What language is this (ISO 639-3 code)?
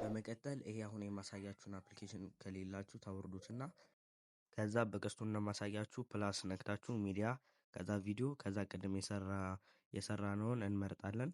amh